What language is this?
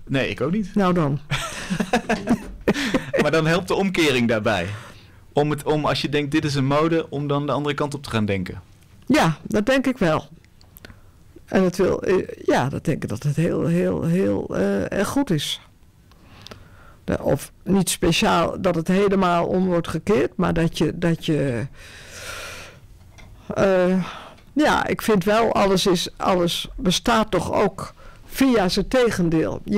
Dutch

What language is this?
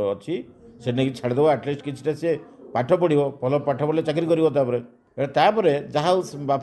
Odia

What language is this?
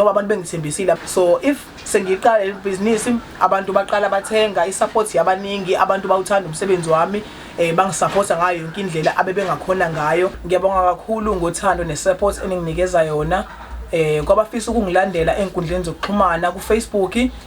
Zulu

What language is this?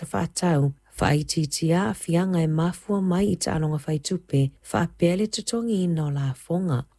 Samoan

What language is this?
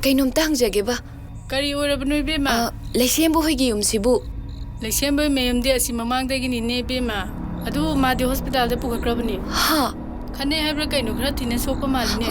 Manipuri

